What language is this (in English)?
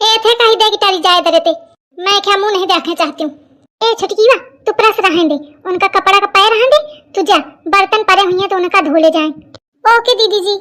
Awadhi